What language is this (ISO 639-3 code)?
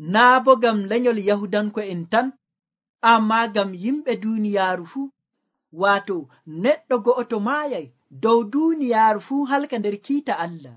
fuv